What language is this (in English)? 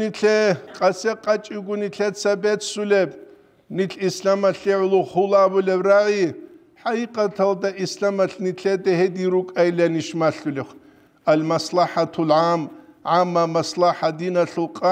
Avaric